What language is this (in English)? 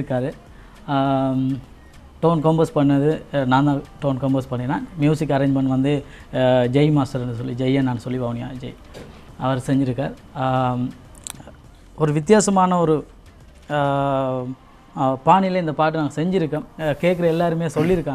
Tamil